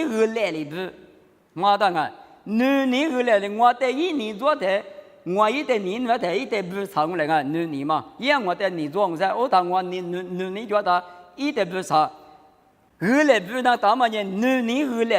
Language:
Lisu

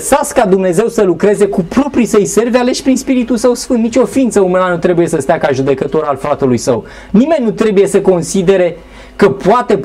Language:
Romanian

